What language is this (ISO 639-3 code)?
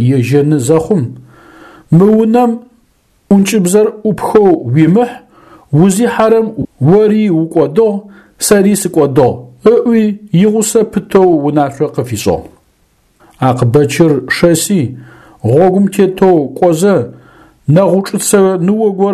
ady